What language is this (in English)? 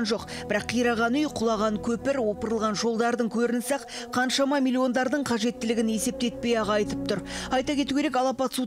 Kazakh